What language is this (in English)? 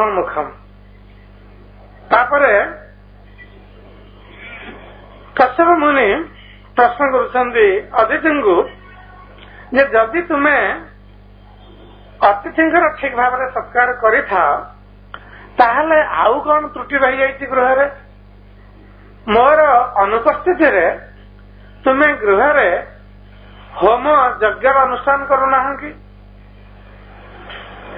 Odia